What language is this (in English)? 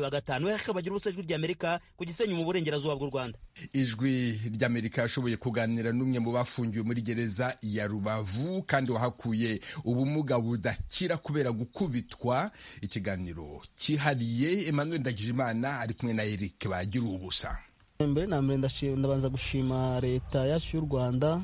Kinyarwanda